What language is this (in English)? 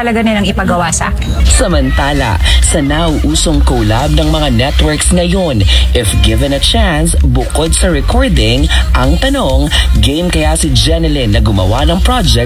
Filipino